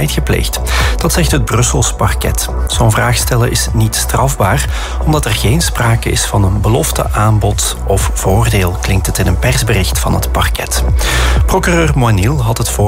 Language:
Dutch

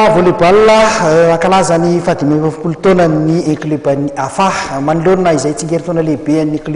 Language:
Malagasy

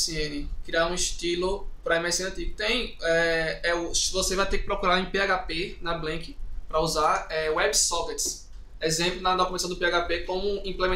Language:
Portuguese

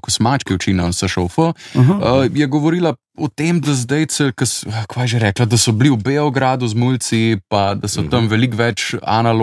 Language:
Slovenian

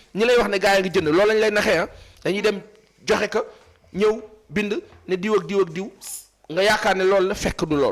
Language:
Wolof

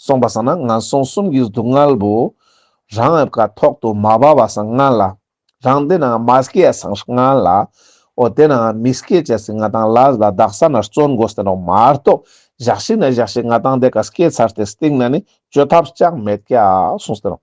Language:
Ladakhi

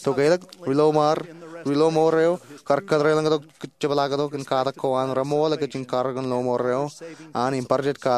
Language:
Marshallese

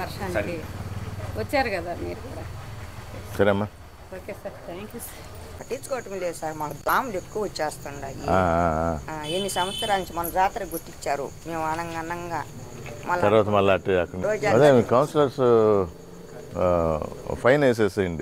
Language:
Telugu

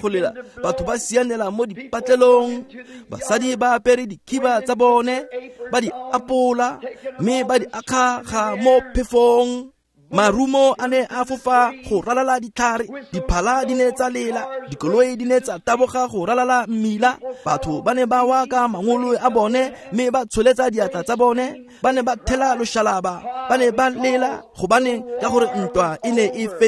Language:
Tswana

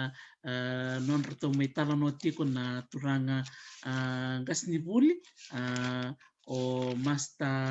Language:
Fijian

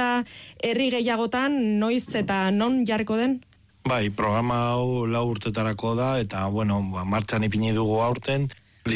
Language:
Basque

